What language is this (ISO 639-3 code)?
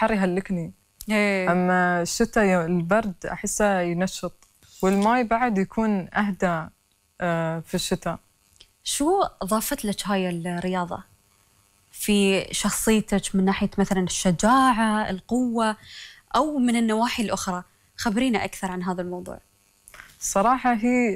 afb